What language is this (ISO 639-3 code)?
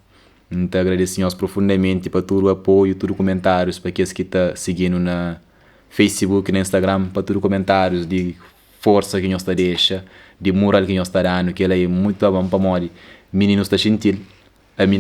kea